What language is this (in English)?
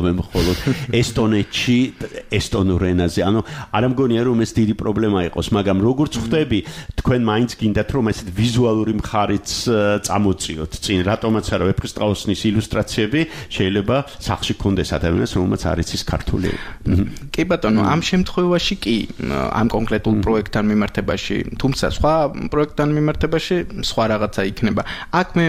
Georgian